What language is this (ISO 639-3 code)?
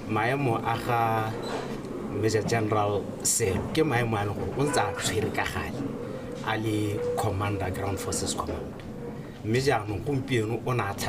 tsn